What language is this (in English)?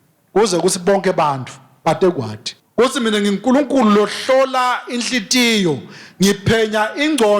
Swati